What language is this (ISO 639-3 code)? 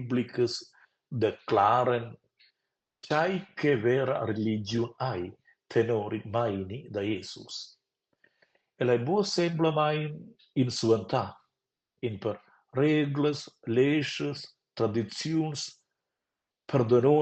roh